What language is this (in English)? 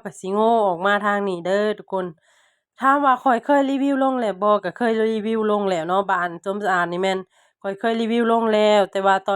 Lao